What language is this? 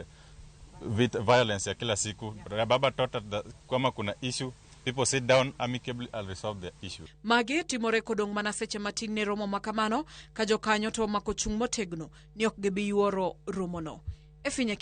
Luo (Kenya and Tanzania)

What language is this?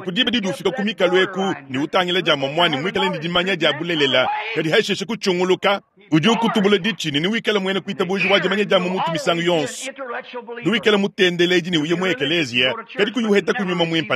Luba-Lulua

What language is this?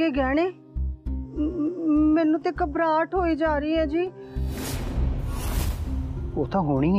Punjabi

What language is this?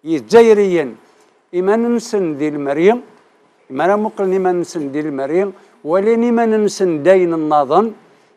Kabyle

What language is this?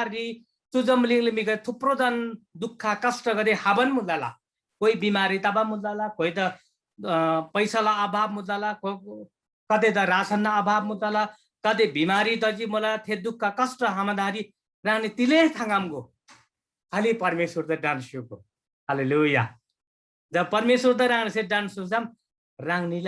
Eastern Tamang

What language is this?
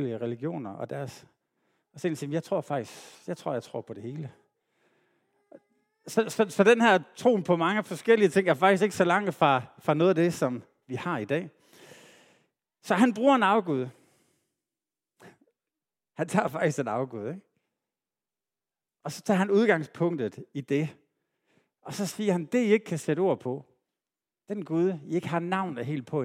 Danish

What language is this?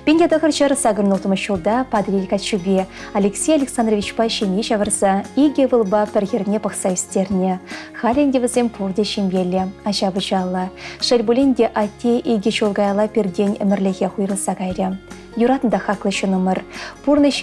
Chuvash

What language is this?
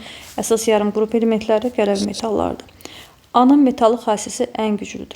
Azerbaijani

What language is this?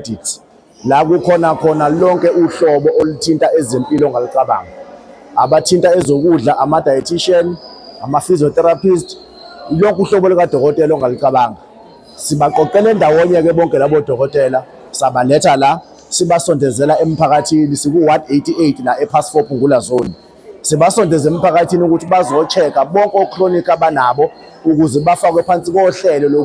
Zulu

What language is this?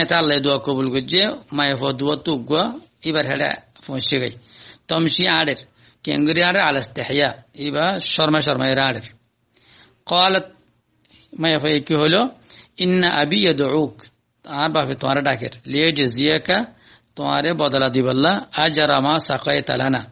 Rohingya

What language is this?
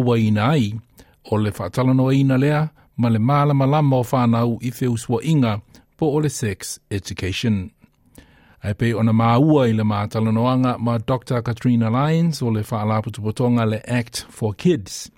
Samoan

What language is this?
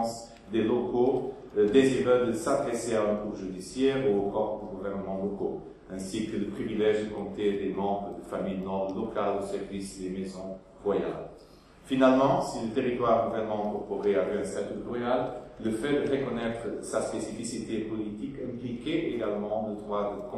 French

